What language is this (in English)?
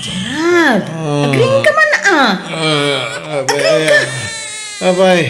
Iloko